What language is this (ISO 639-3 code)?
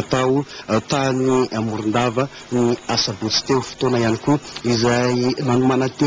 mlg